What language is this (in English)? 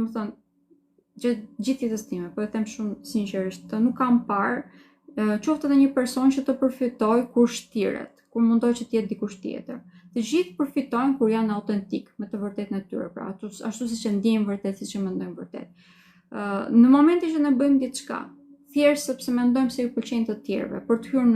Albanian